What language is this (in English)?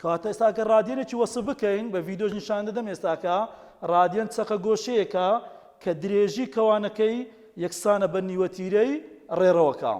Central Kurdish